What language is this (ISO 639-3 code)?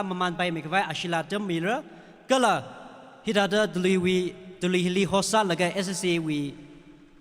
nmf